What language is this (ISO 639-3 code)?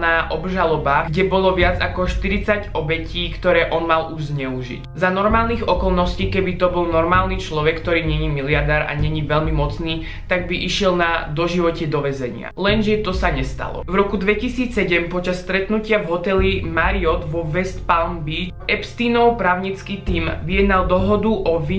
slk